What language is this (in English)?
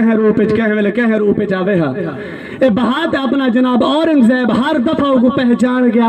Saraiki